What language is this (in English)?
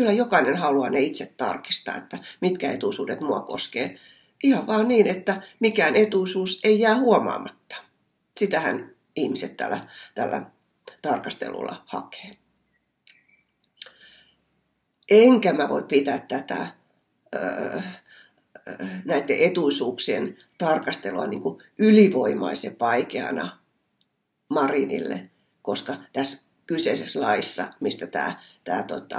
Finnish